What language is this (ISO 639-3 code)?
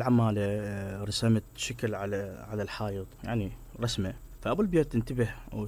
acm